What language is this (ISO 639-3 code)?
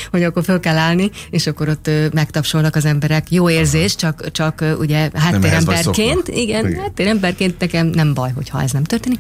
hun